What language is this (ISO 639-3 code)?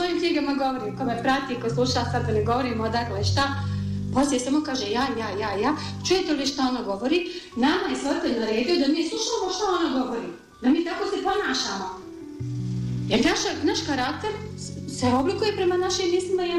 bos